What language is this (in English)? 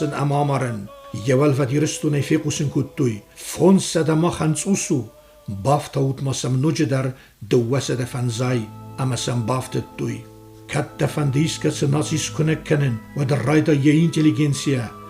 Ossetic